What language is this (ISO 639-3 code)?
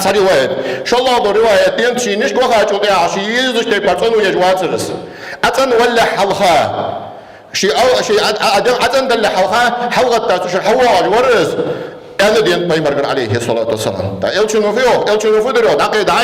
inh